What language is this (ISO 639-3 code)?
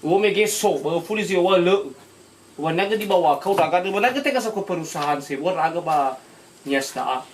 nia